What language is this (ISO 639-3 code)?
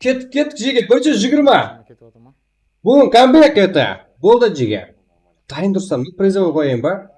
kaa